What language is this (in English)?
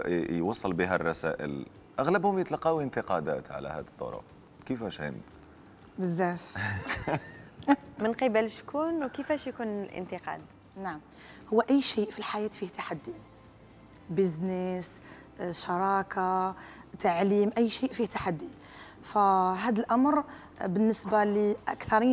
Algerian Arabic